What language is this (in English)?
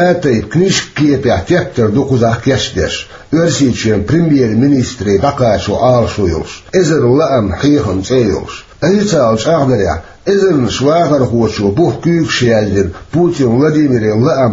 Chechen